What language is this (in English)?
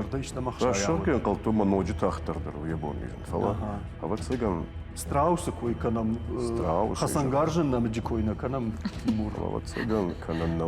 Ossetic